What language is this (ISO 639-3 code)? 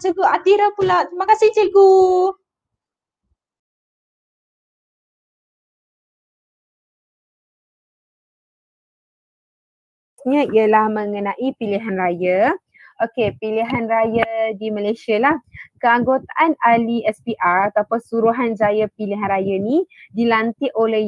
msa